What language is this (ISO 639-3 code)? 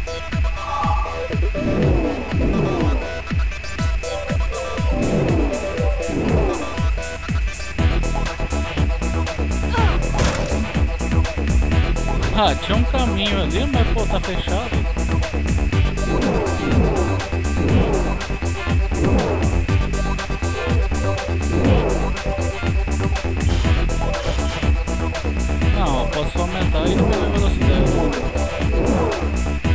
por